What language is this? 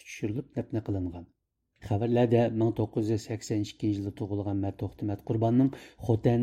Uyghur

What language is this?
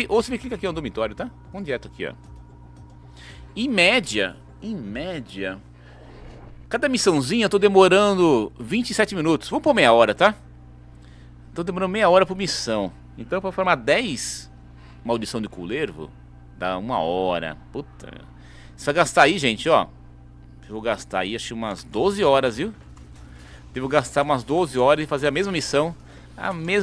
Portuguese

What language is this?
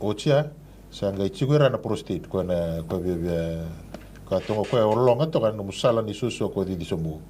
Fijian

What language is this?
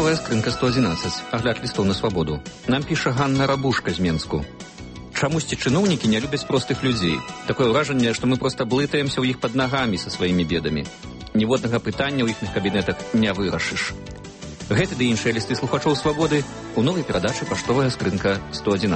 Belarusian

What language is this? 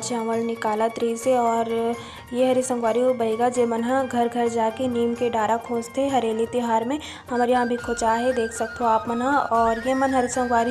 Chhattisgarhi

